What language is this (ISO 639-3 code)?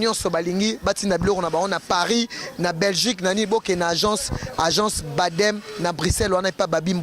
lin